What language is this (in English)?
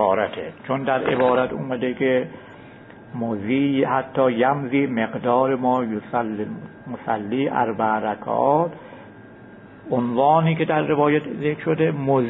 Persian